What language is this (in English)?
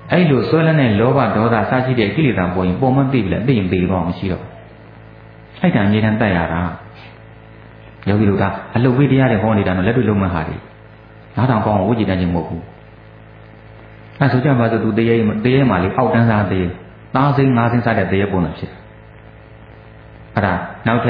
Burmese